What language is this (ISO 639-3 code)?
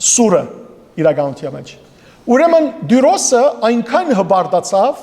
hyw